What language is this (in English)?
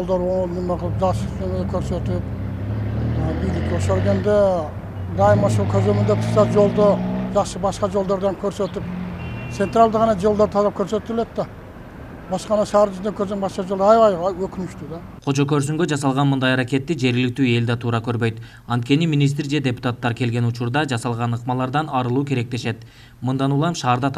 Kyrgyz